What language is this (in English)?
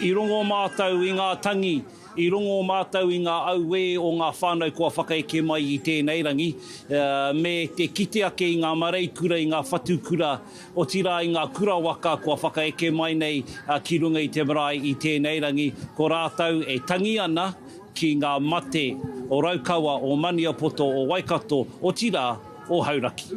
Māori